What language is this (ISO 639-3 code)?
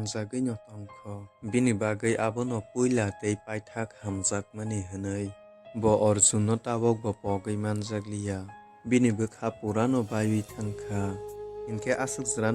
trp